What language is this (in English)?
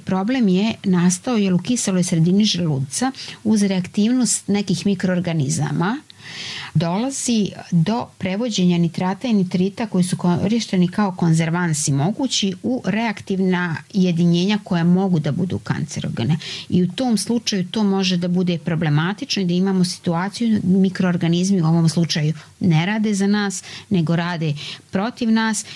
Serbian